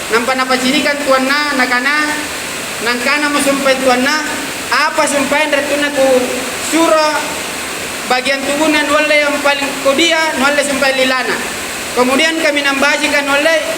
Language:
Makasar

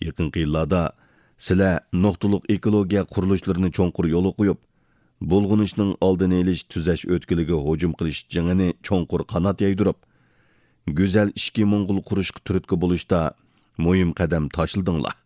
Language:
Uyghur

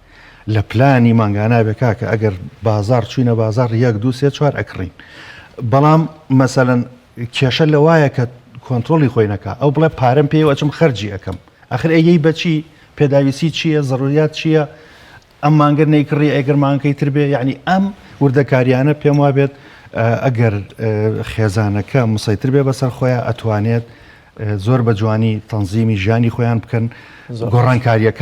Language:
Central Kurdish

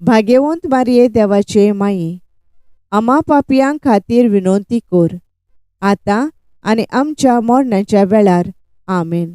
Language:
Konkani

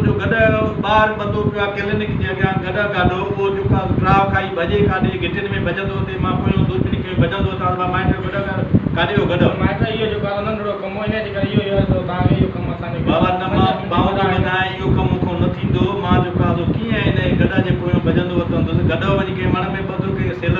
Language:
Sindhi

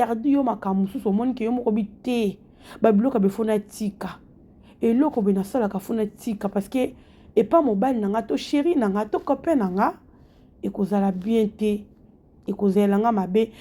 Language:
Lingala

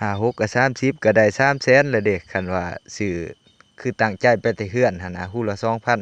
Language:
Lao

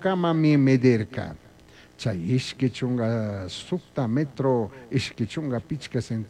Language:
Chimborazo Highland Quichua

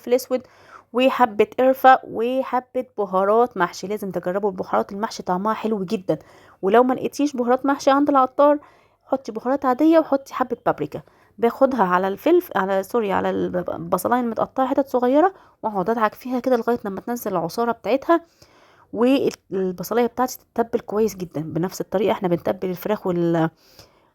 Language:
Egyptian Arabic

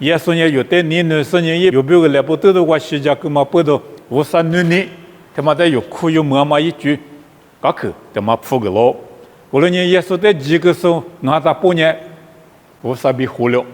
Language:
Lisu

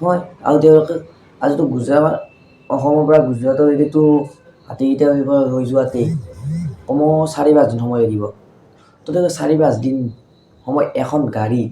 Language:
Assamese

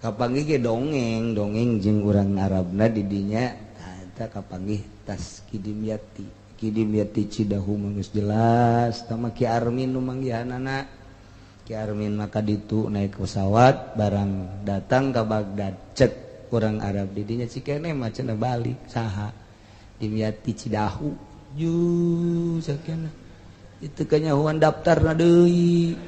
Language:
Sundanese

